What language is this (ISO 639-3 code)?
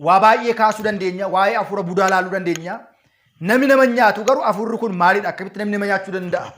orm